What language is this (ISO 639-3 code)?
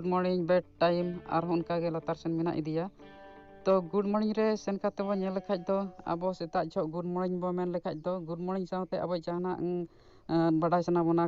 sat